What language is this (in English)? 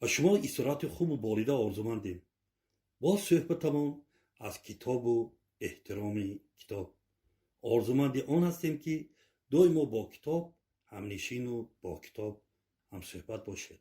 Tajik